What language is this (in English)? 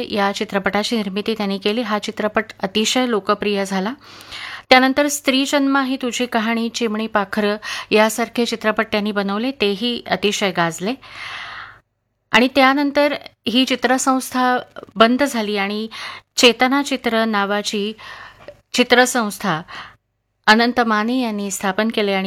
Marathi